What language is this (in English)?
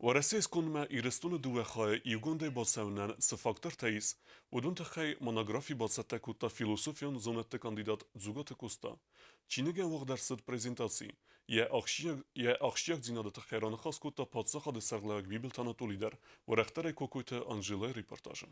Ossetic